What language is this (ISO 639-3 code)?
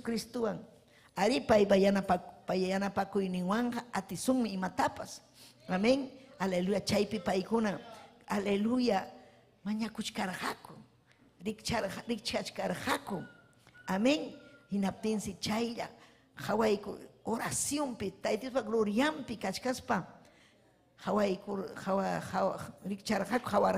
quy